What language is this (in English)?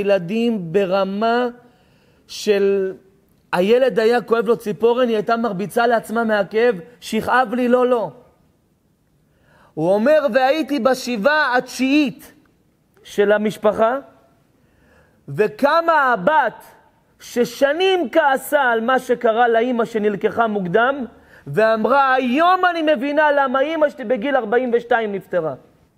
Hebrew